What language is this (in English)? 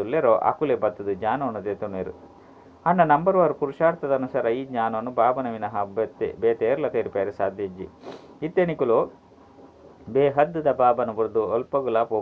Tulu